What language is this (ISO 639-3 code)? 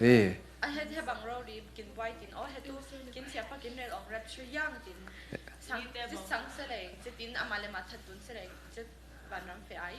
cfm